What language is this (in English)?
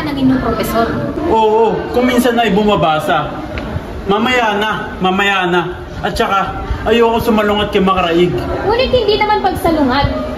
Filipino